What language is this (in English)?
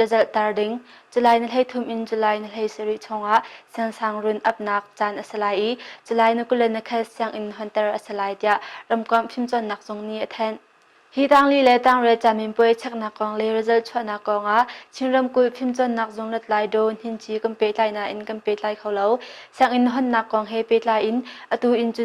Hakha Chin